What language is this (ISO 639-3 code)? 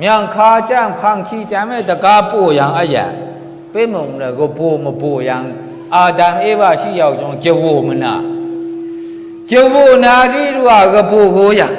mhx